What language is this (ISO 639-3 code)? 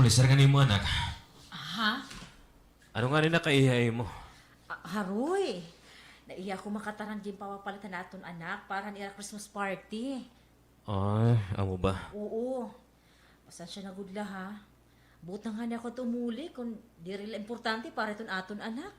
war